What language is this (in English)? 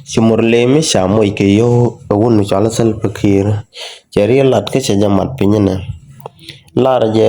Nuer